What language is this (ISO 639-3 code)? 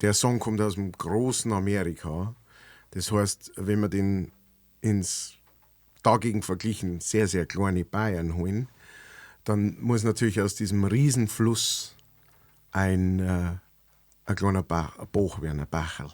bar